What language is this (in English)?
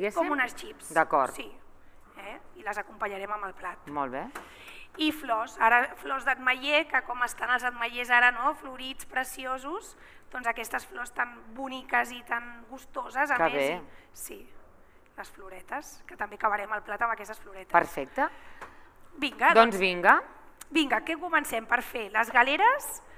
Catalan